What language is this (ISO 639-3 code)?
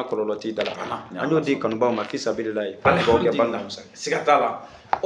bam